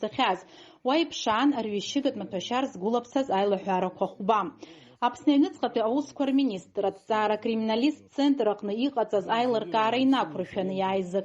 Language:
Abkhazian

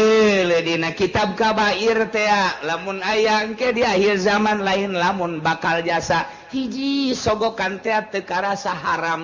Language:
Sundanese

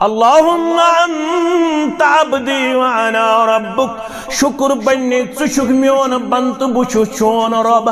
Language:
Kashmiri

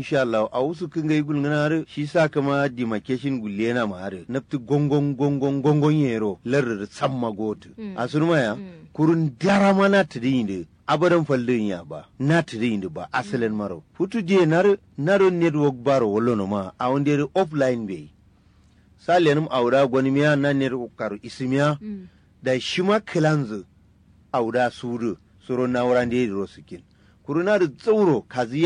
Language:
Kanuri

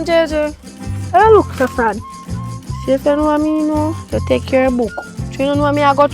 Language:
Jamaican Creole English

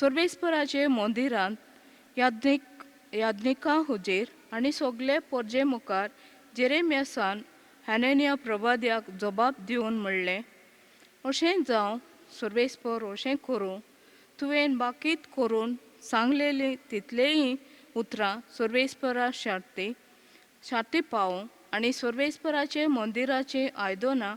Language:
Konkani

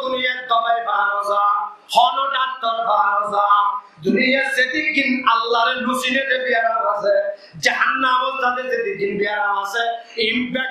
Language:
Rohingya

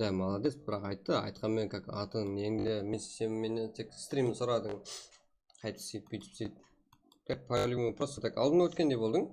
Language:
Kara-Kalpak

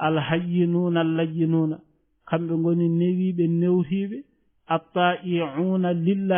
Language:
Fula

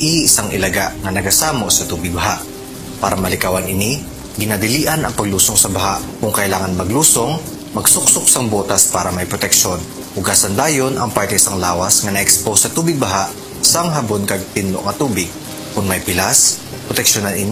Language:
Hiligaynon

